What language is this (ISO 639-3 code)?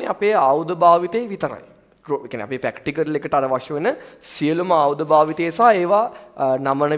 sin